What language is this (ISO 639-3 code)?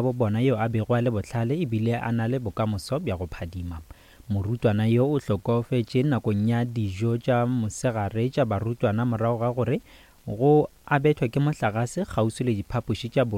nso